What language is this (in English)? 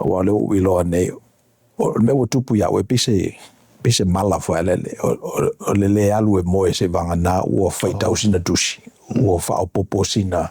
Samoan